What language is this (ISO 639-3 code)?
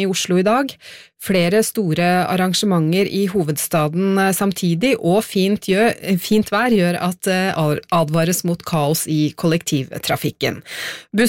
nor